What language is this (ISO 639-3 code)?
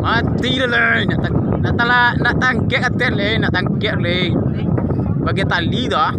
min